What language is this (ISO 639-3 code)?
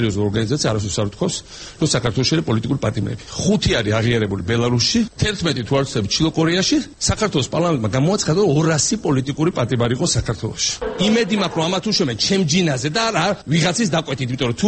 kat